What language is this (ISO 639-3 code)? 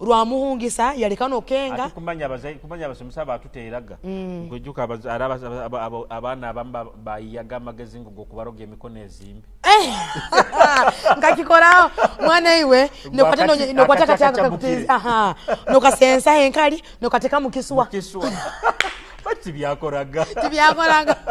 nyo